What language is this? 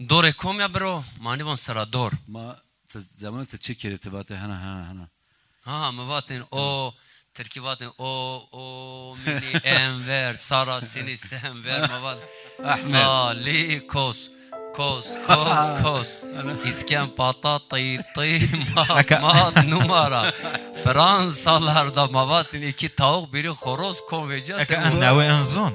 Zaza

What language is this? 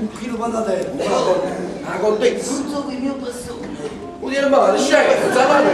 Neapolitan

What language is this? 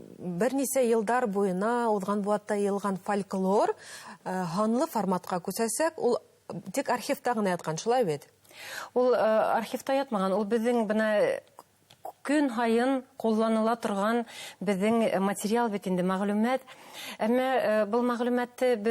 Bashkir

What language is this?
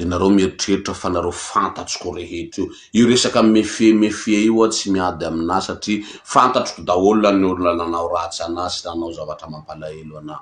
Malagasy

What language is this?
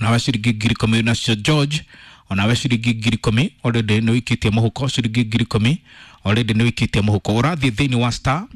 Kikuyu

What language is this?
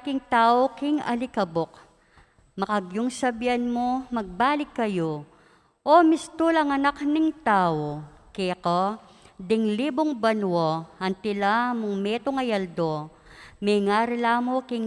Pampanga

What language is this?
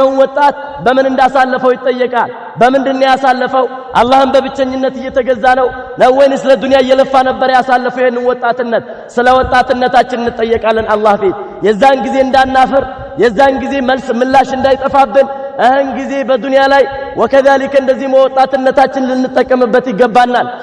Amharic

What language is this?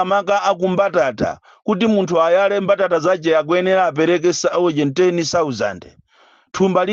Nyanja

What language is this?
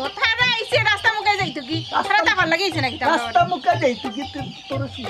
Sylheti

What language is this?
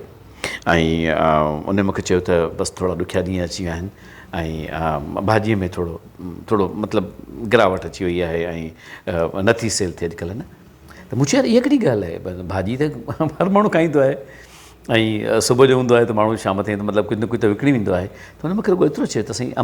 Sindhi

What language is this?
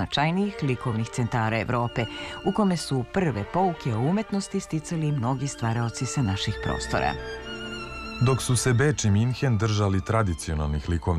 Serbian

